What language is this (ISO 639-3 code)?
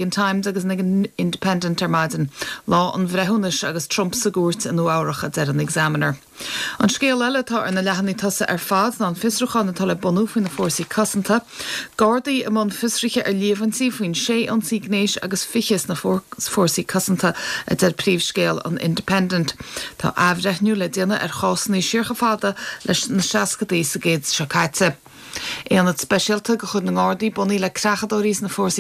gle